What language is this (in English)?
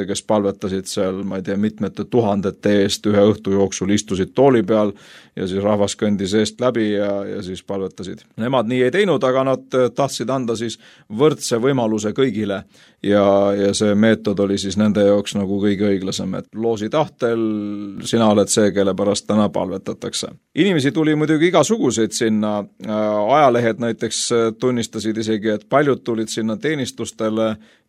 Estonian